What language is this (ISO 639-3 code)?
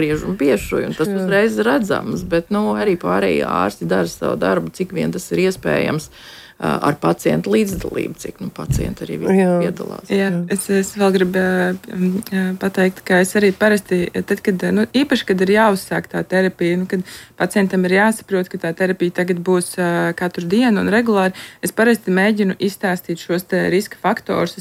lav